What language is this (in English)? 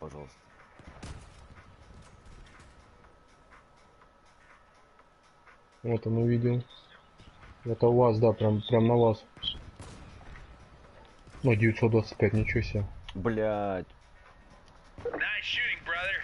Russian